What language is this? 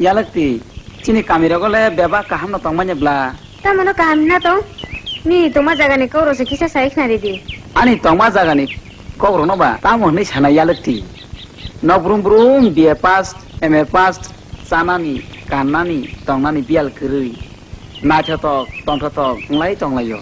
Kok Borok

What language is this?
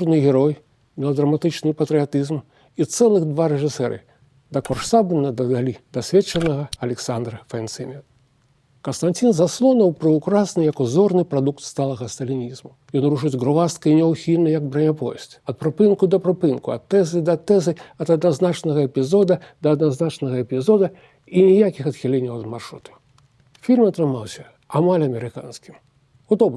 Belarusian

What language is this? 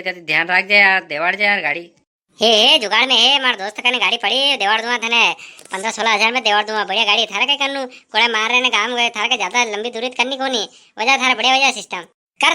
Rajasthani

